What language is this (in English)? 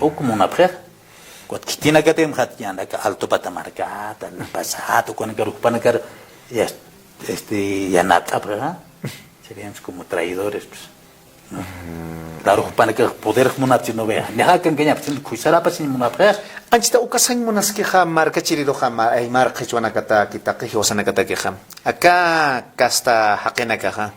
Aymara